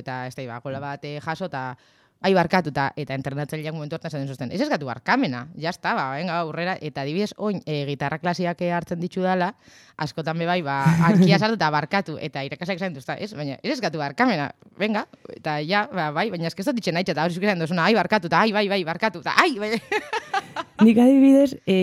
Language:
Basque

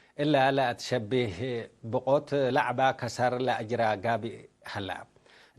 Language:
Tigre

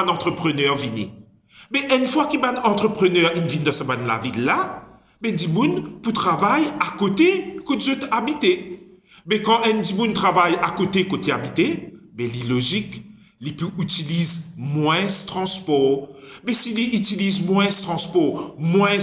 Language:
Morisyen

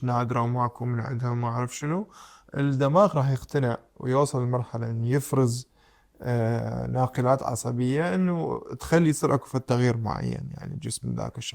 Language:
Mesopotamian Arabic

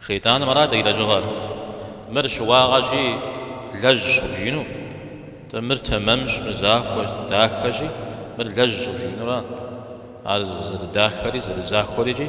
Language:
Kabardian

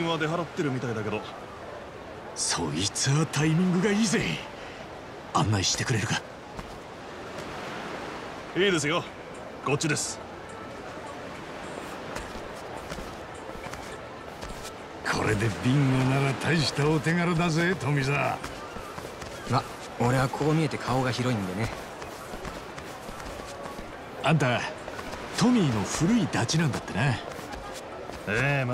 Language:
Japanese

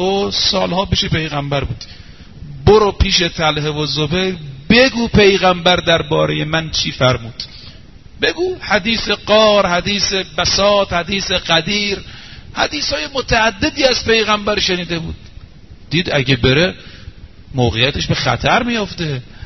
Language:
Persian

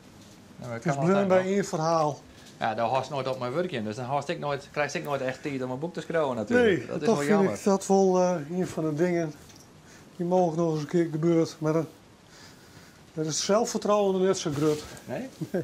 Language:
Western Frisian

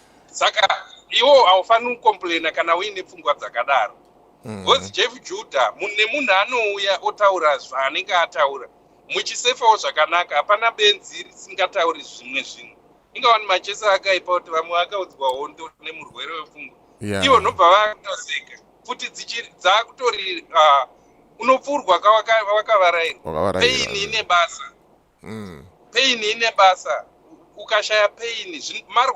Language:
Shona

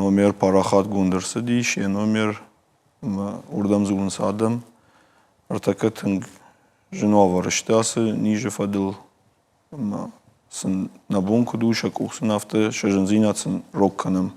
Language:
Ossetic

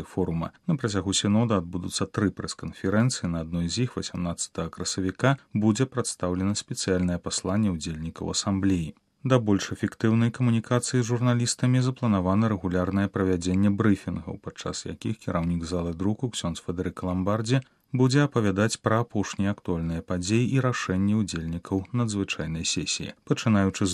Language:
Belarusian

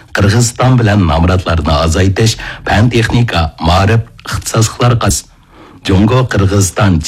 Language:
Uyghur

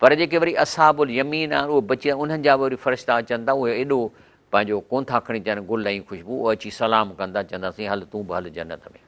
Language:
Sindhi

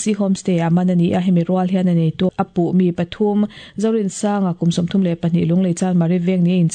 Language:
Mizo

